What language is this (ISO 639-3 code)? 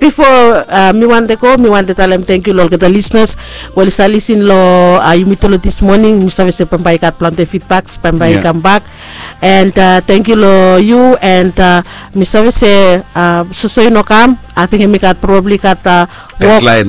bis